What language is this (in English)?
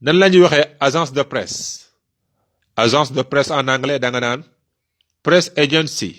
Wolof